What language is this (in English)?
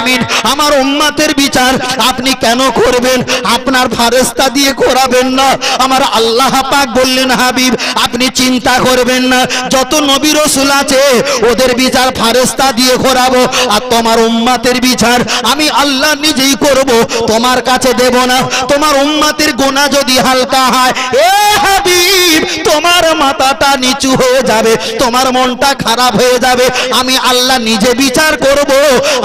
Bangla